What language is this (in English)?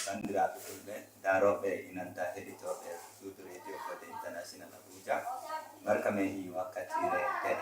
Nigerian Fulfulde